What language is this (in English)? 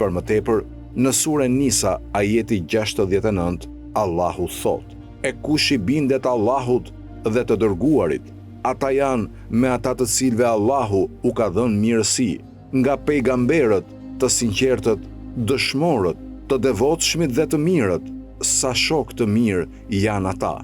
Albanian